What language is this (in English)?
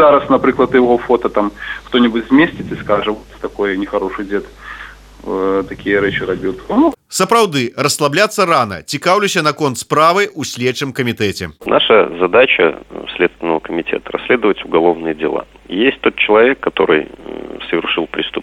Belarusian